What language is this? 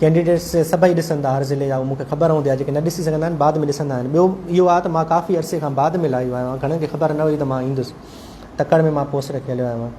Sindhi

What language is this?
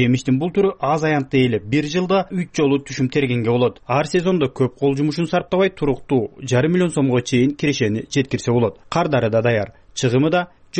Kyrgyz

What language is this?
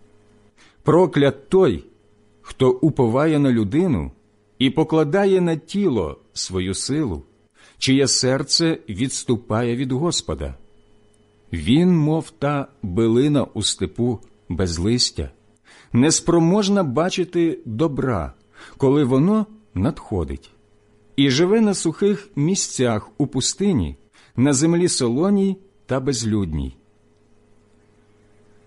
Ukrainian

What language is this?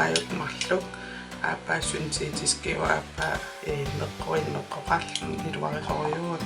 Kalaallisut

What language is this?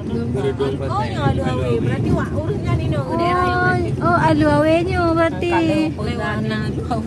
Achinese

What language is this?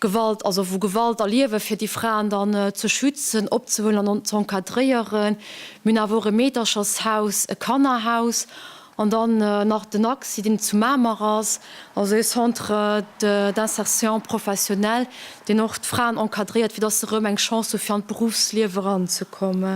Luxembourgish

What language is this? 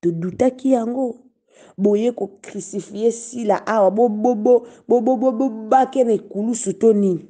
Lingala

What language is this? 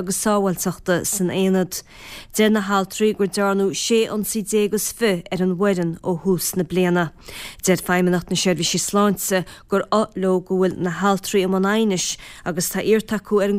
Irish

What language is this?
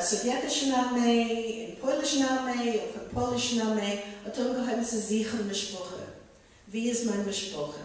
Yiddish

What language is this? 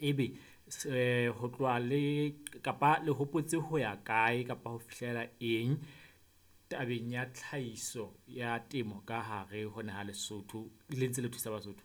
Southern Sotho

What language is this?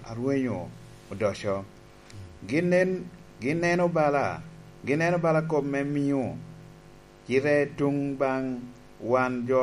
Lango (Uganda)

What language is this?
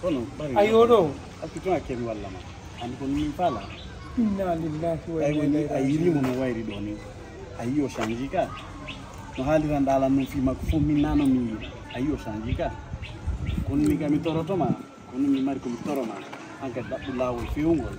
Fula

